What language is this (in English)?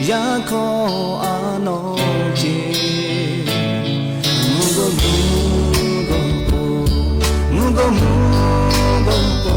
Lahu